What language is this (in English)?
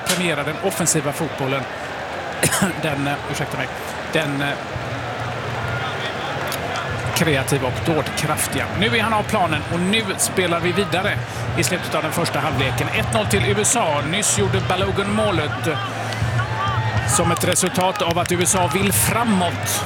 Swedish